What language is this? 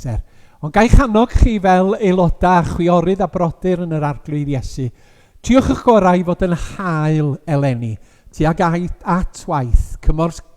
Welsh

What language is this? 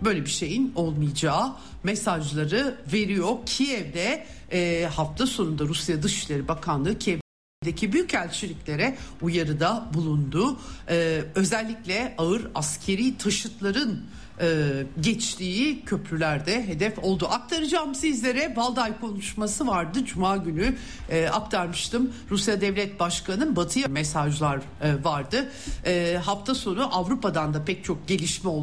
Turkish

